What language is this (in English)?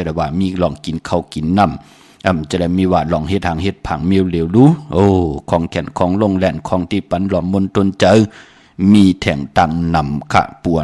Shan